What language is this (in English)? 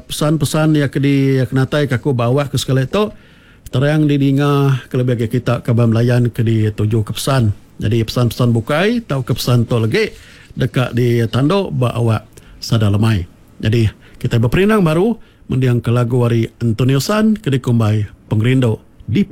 Iban